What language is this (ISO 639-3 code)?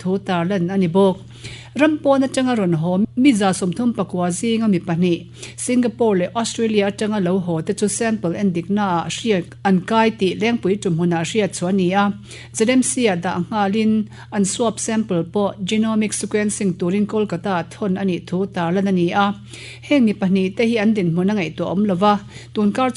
lus